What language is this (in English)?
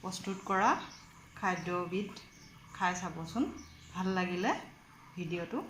Assamese